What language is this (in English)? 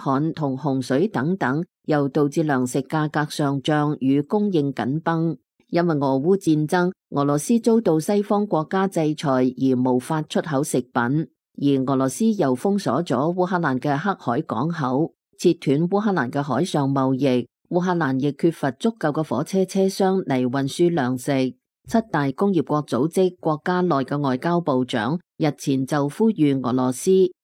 Cantonese